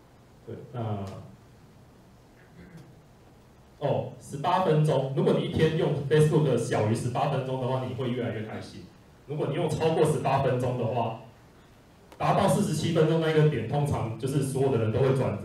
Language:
Chinese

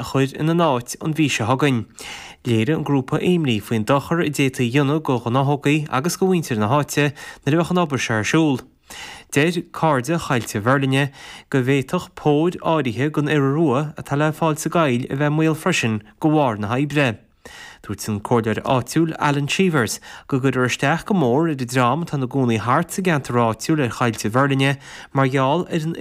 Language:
Irish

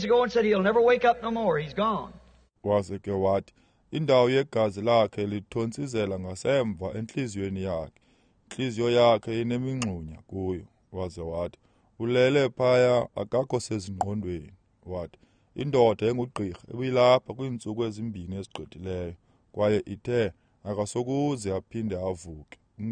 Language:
Xhosa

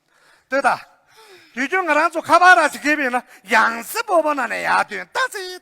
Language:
Tibetan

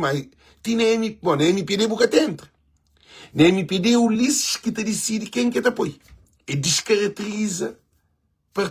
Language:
Kabuverdianu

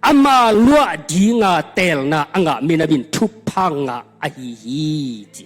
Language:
Tedim Chin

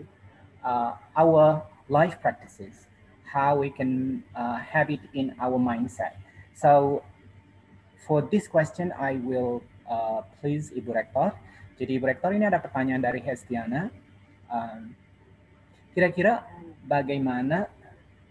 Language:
Indonesian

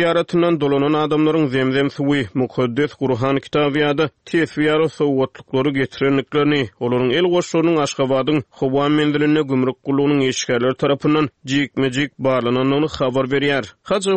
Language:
Turkmen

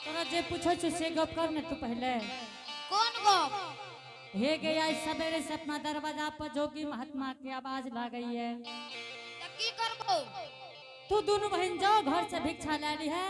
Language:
Angika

